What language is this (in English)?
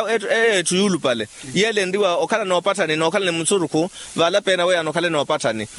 Makhuwa